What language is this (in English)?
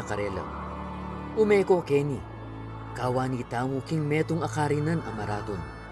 Pampanga